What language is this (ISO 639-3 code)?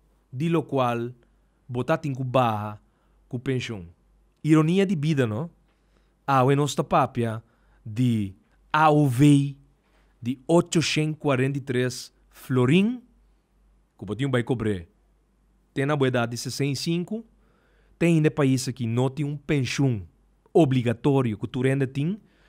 pap